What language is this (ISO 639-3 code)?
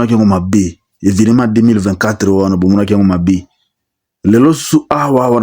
lin